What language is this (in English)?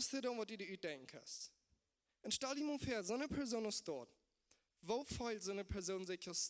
Plautdietsch